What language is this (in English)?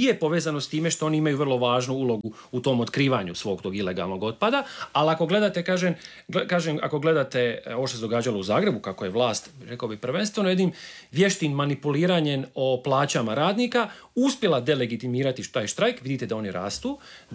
Croatian